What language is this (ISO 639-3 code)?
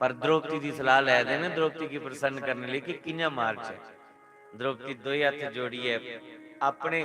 doi